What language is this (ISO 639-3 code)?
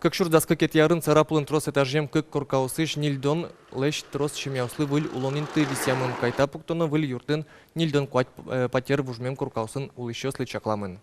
udm